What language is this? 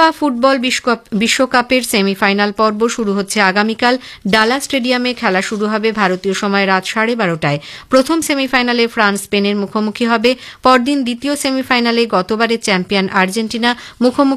Bangla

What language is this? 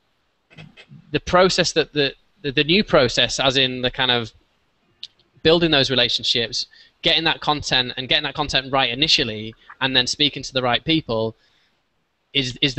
English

